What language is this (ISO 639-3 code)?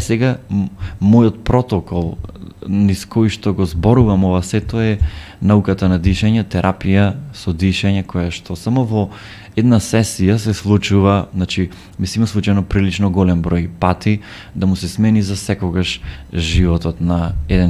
mkd